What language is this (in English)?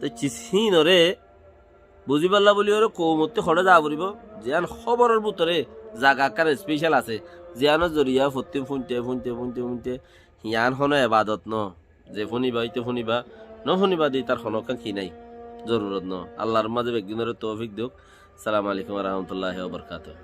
Rohingya